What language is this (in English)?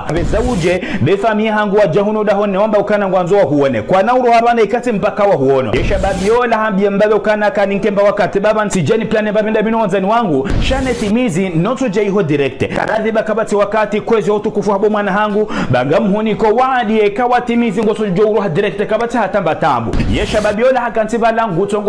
Ngazidja Comorian